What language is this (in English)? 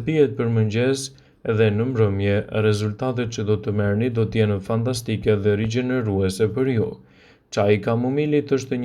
Albanian